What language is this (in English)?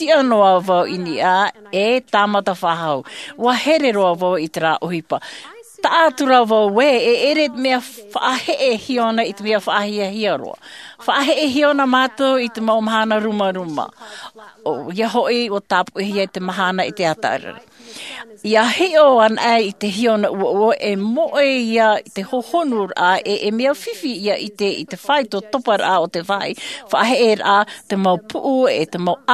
Tahitian